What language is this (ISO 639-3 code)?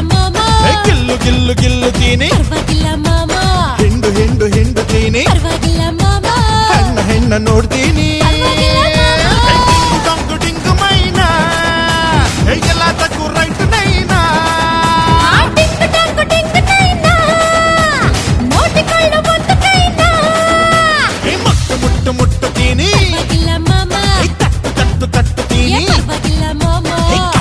kan